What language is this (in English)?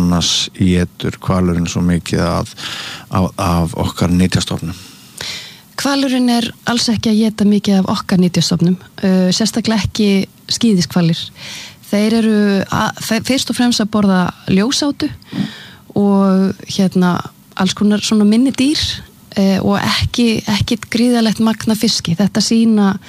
Icelandic